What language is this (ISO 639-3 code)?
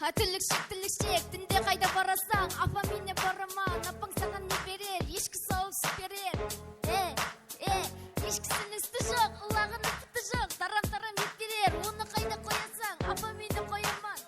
kaa